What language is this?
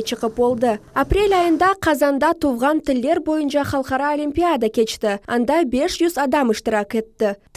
Crimean Tatar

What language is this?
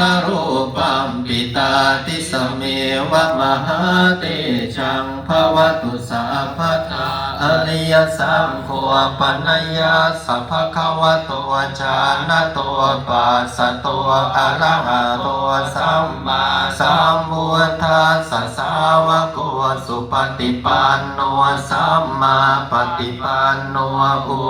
Pali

